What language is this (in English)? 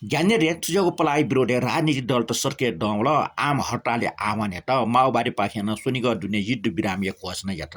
Newari